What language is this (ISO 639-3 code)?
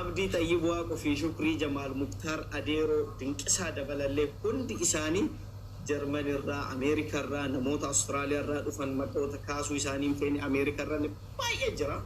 orm